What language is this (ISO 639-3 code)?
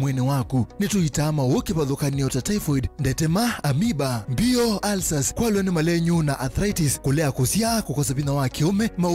kam